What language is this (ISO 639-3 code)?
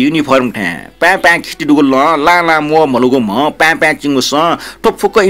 new